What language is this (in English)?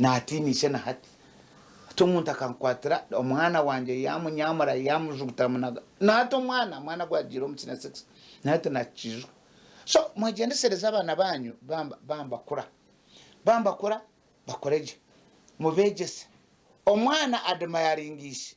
Nyankole